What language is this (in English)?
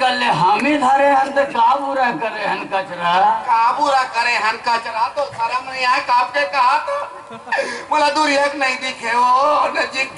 Chhattisgarhi